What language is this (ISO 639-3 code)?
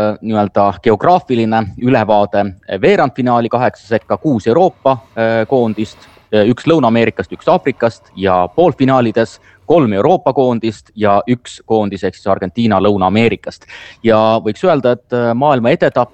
est